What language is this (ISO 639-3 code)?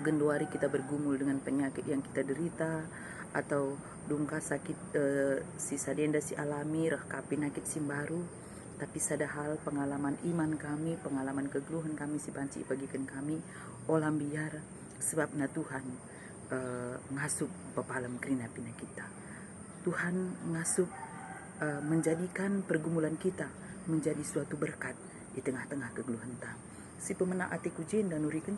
btx